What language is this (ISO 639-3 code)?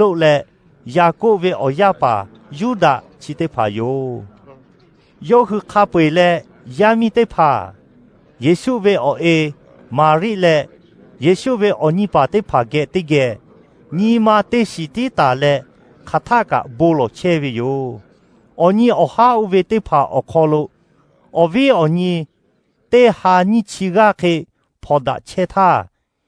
lhu